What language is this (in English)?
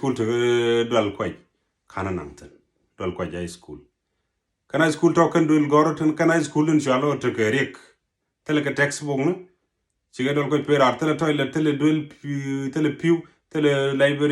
Nuer